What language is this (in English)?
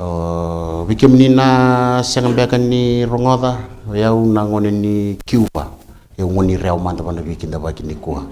Fijian